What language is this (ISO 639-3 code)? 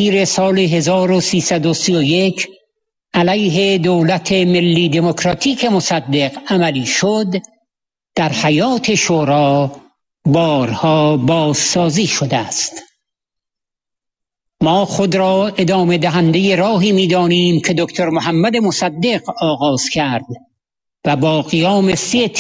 fas